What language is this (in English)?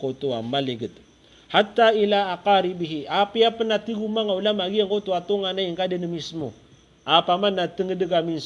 Maranao